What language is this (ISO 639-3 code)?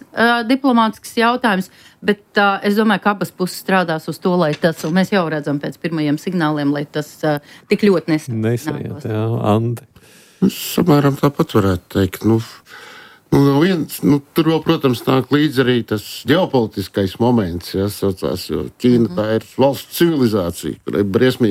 lav